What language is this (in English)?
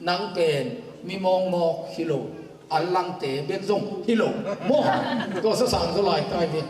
Tedim Chin